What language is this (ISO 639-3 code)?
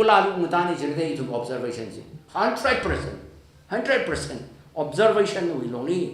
nmf